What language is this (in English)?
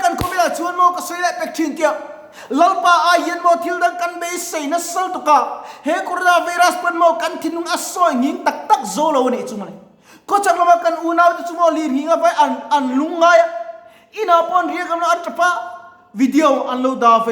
Mizo